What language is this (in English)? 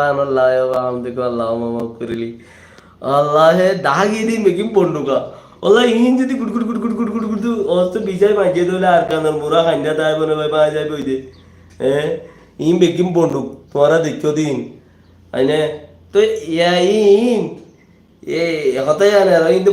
Rohingya